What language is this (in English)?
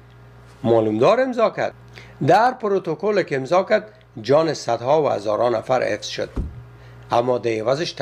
Persian